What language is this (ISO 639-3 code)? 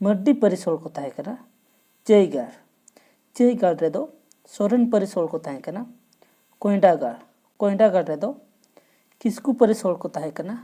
sat